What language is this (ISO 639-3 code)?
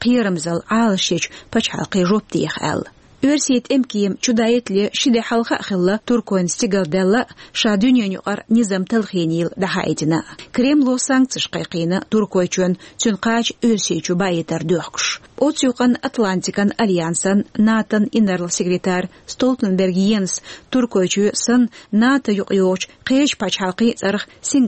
che